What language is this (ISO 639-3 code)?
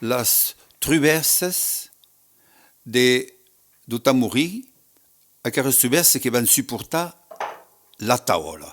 oci